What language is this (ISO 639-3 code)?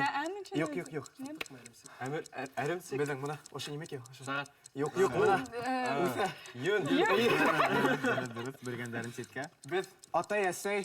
bak